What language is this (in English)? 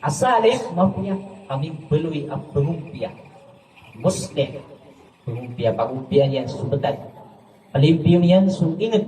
Maranao